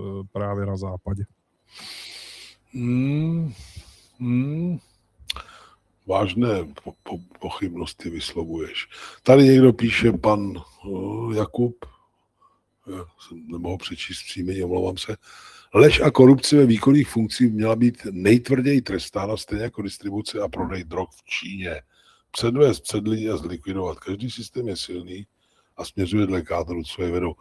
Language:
Czech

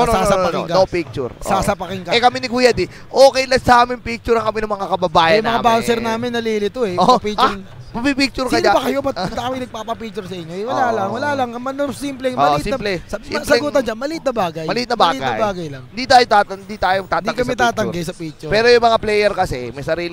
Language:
Filipino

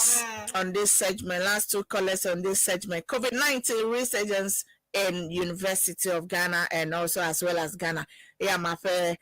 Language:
Ewe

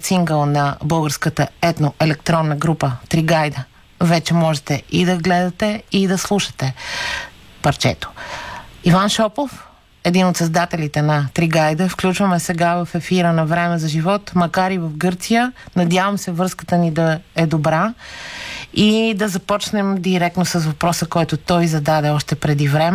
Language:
Bulgarian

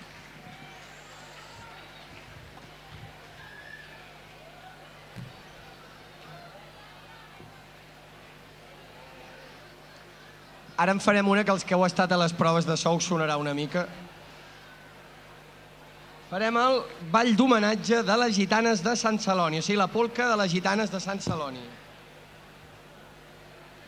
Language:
Catalan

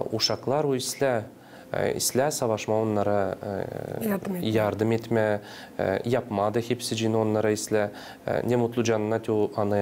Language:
Gagauz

